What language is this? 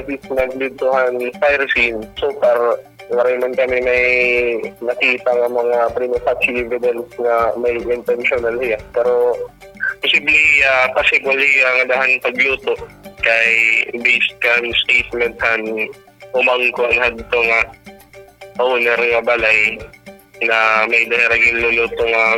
Waray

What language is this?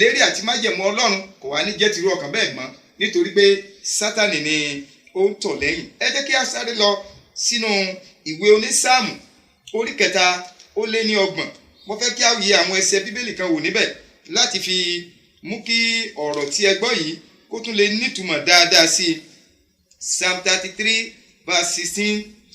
Yoruba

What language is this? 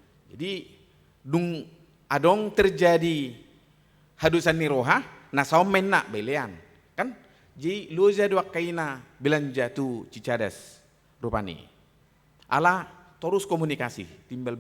Batak Toba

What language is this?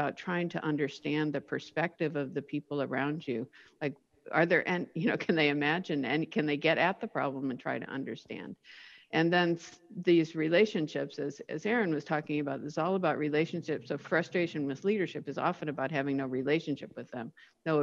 English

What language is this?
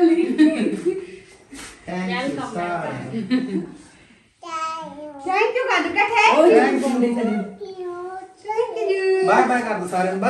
Punjabi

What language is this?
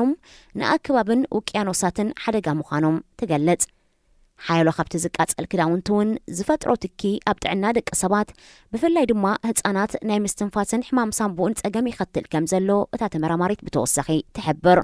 Tigrinya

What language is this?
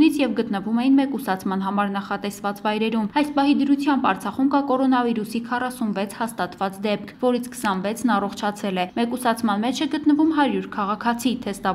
Armenian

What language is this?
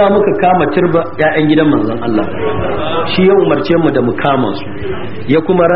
Hausa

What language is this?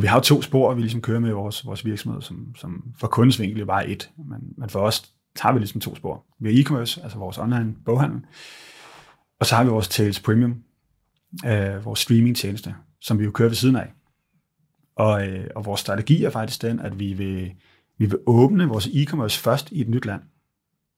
Danish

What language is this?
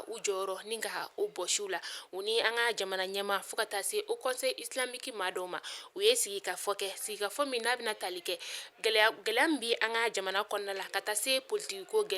Bambara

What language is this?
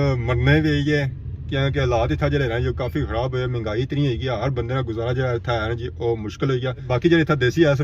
Pahari-Potwari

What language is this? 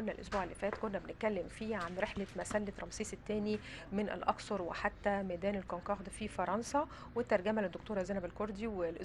Egyptian Arabic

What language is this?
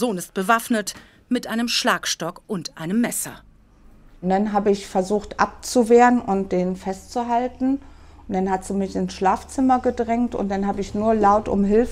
German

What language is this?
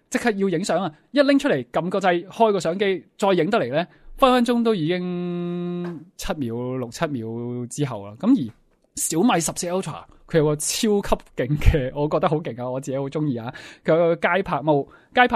Cantonese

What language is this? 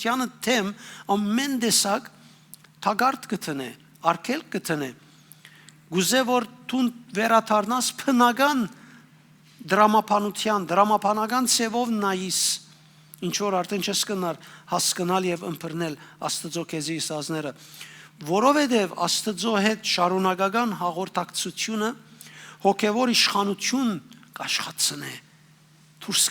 Western Armenian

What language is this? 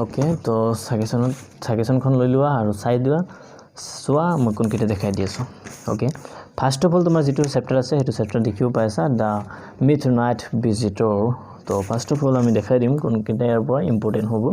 Assamese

